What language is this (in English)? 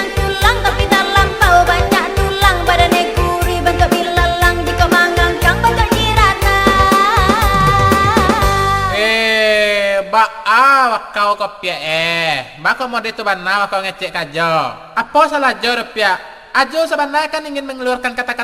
Minangkabau